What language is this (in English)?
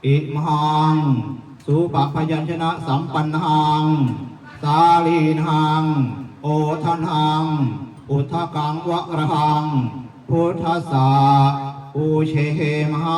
Pali